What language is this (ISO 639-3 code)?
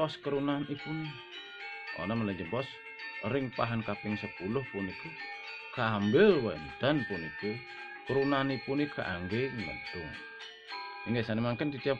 ban